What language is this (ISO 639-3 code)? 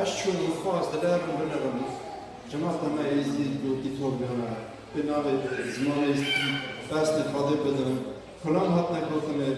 kur